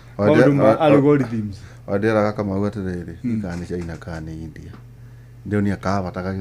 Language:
Kikuyu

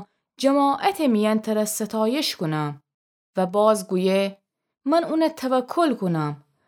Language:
Gilaki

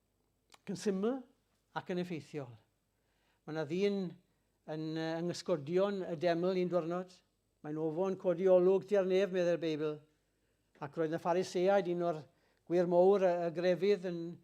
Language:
Welsh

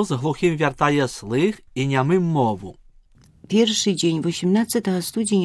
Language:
Belarusian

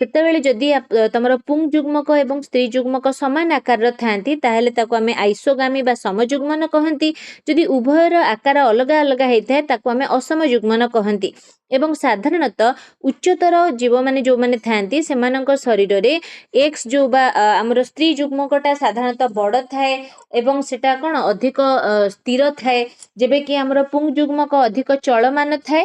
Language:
Odia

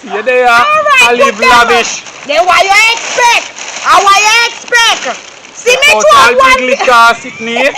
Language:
Jamaican Creole English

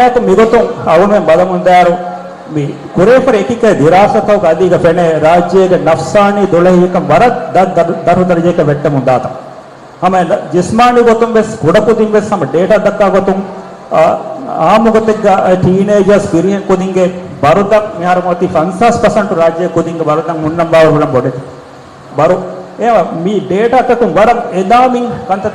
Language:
Divehi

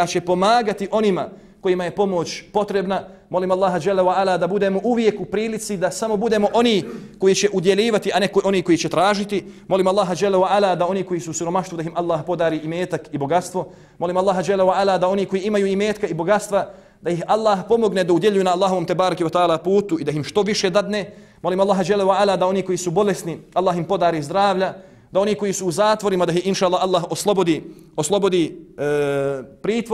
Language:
Bosnian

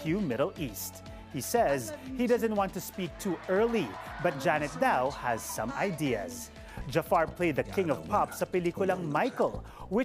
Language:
Filipino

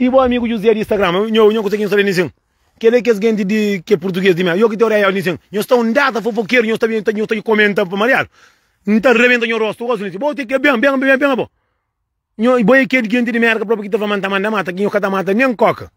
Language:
Kabuverdianu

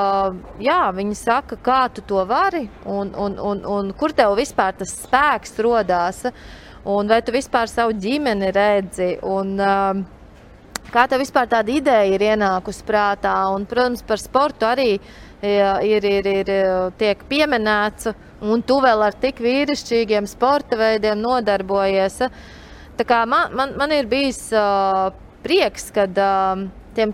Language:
Latvian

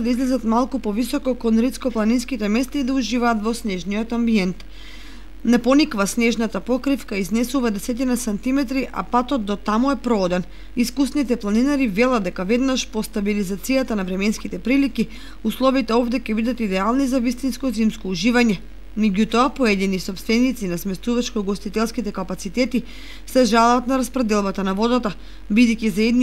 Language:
Macedonian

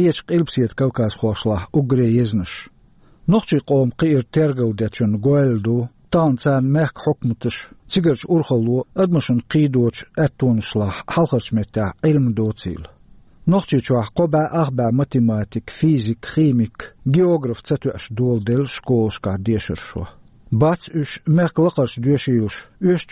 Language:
Chechen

